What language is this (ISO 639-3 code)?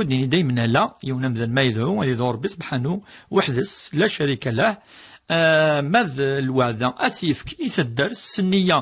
kab